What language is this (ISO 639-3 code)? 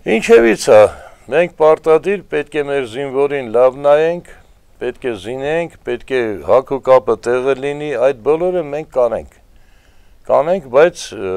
hye